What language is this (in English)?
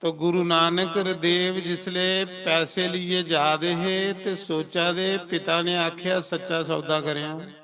Dogri